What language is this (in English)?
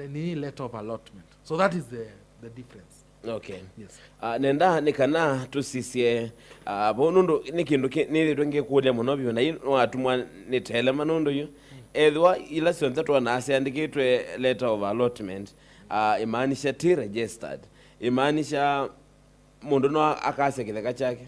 Kamba